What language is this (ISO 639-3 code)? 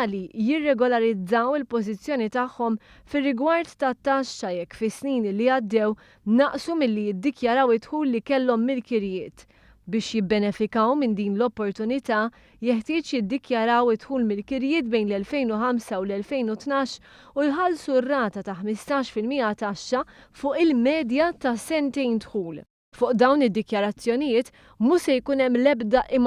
mlt